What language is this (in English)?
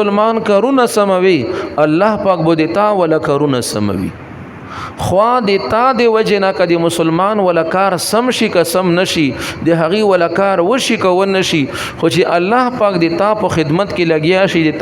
Pashto